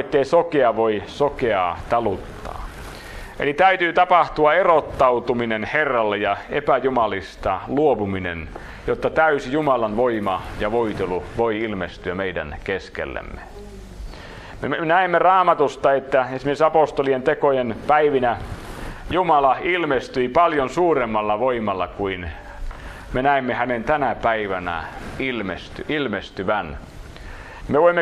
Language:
Finnish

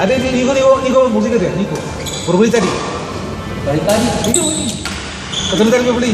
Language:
Ambonese Malay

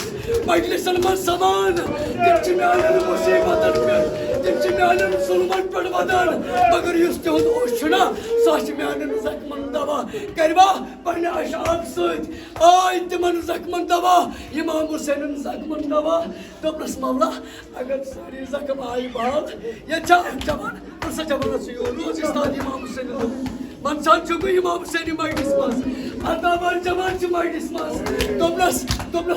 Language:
Kashmiri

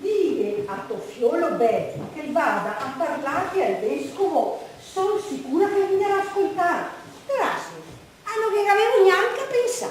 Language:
Venetian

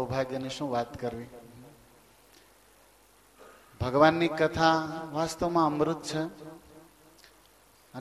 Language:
Gujarati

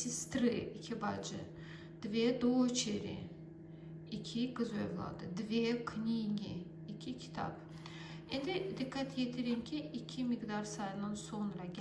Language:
Azerbaijani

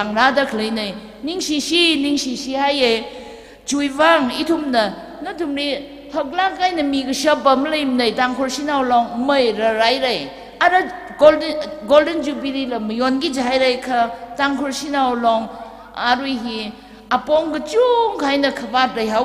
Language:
Tangkhul Naga (India)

